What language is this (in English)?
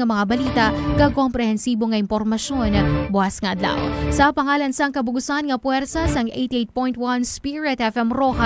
Hiligaynon